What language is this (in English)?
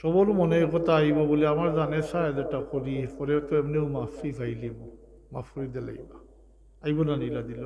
Sylheti